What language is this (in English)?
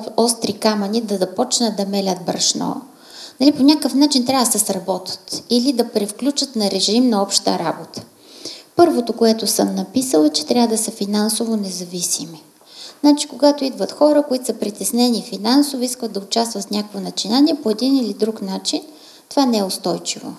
Bulgarian